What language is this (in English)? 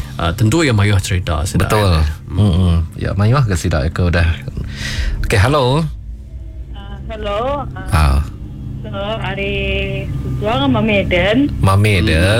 Malay